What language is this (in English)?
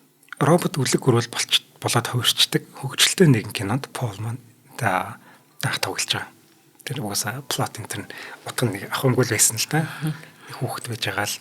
Mongolian